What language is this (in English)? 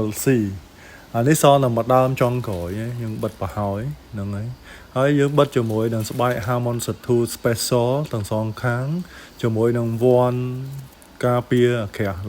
Khmer